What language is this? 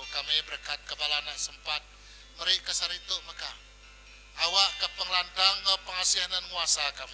Iban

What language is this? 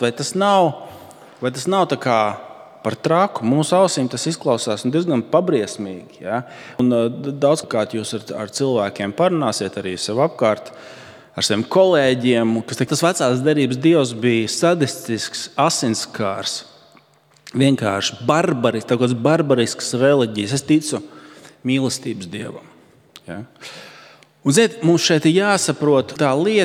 Latvian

